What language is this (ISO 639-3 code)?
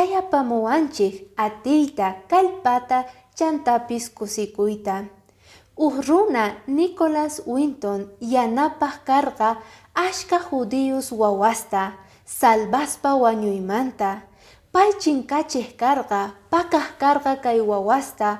que